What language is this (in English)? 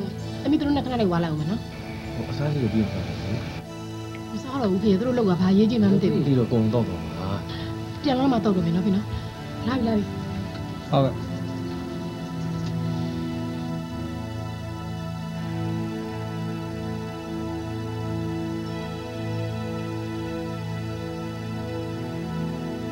Burmese